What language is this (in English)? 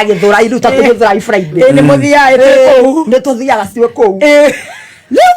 Kikuyu